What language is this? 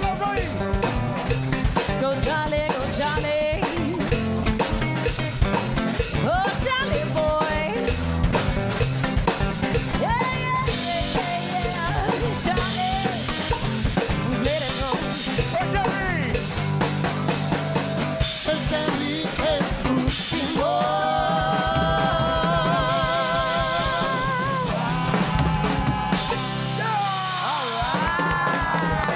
Spanish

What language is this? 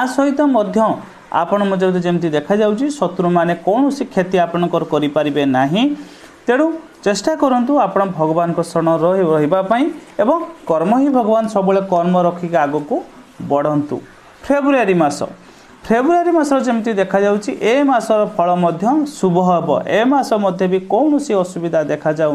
Odia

